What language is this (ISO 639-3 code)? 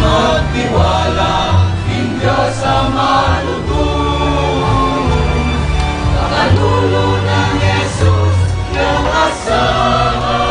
pam